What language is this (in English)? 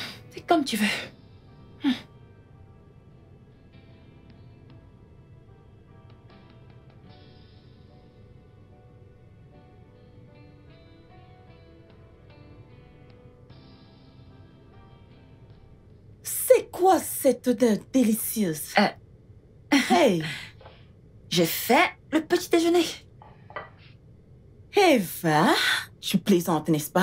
French